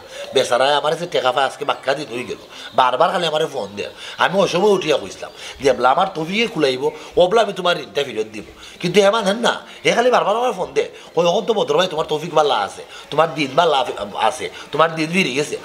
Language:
Sylheti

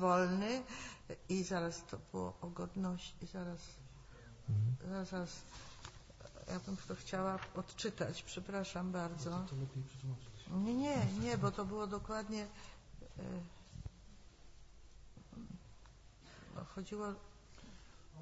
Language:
Polish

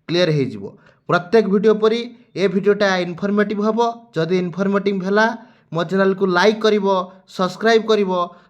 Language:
Odia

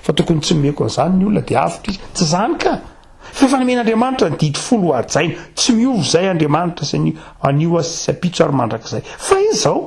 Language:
Malagasy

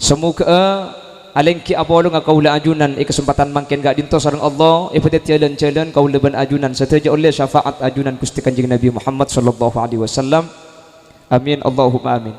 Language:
Madurese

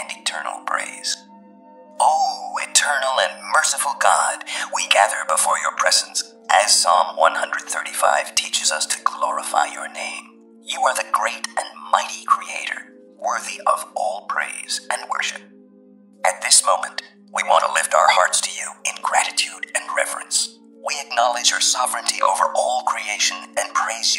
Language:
English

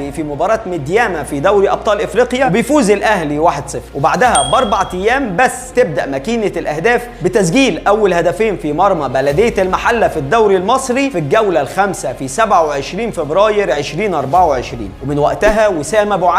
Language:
Egyptian Arabic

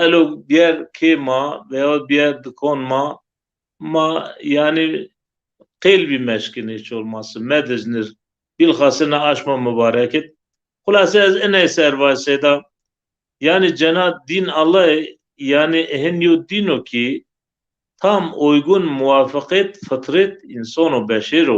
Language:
Zaza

